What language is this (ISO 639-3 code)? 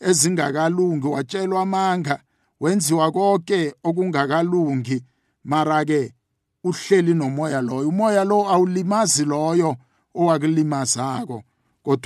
nbl